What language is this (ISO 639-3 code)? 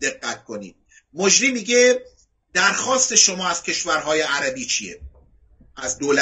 fas